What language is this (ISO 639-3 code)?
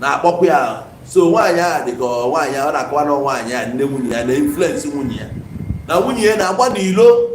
ibo